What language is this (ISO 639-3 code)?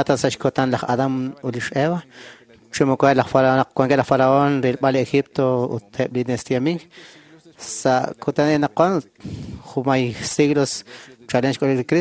kek